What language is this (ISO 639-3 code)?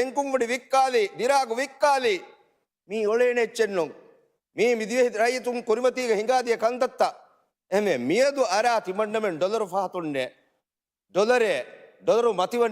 div